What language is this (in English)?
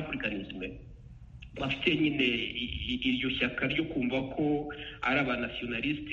Kinyarwanda